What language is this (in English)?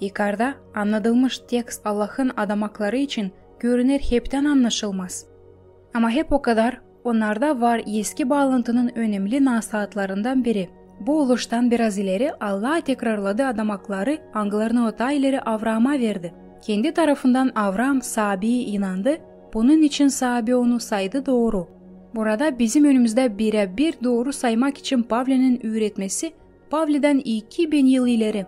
Gagauz